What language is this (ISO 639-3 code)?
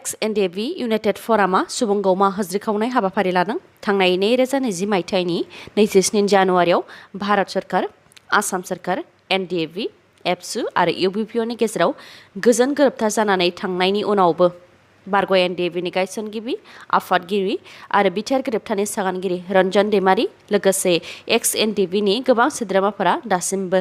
brx